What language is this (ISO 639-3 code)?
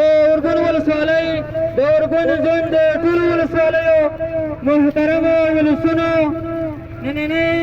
pus